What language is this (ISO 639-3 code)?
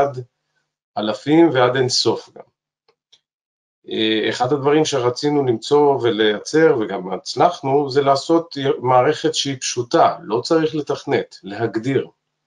heb